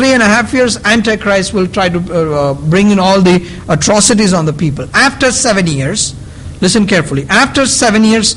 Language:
English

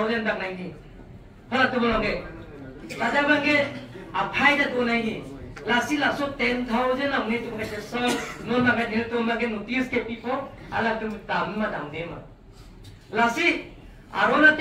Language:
Karbi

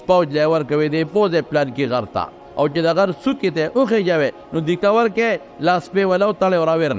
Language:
Pashto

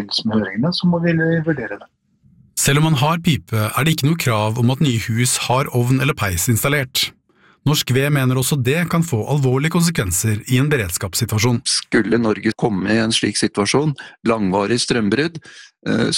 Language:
Norwegian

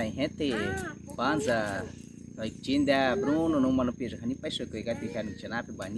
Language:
Baniwa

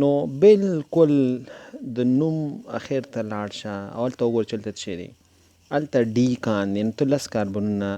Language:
Pashto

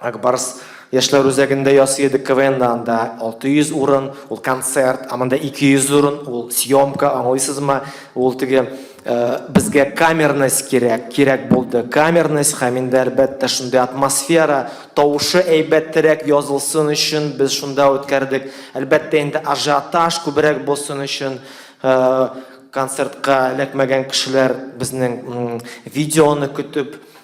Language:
Tatar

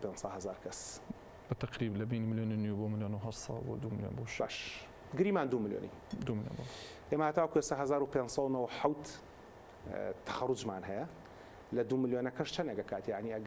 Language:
Central Kurdish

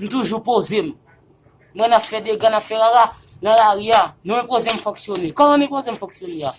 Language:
Haitian Creole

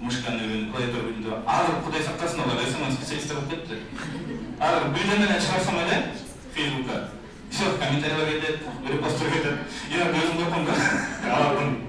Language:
Kyrgyz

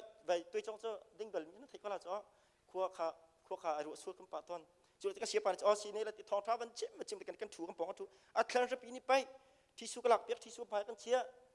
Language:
Hakha Chin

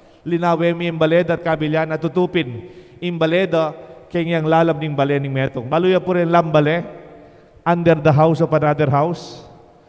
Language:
Pampanga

